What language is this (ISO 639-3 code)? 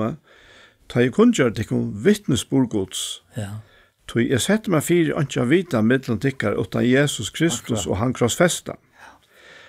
fao